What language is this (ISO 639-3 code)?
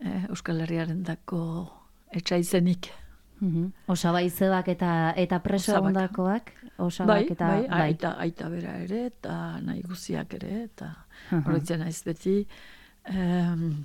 eus